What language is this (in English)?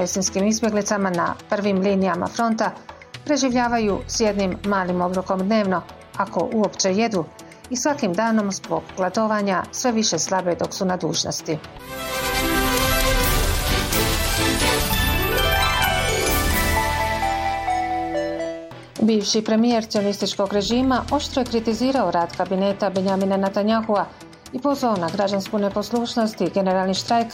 Bosnian